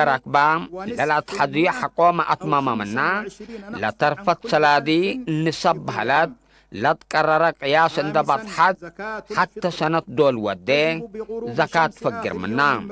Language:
Tigre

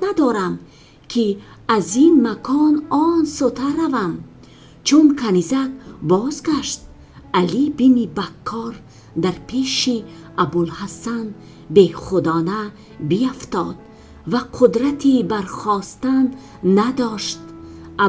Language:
Tajik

